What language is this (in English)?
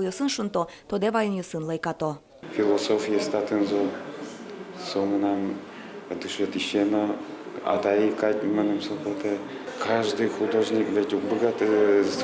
Udmurt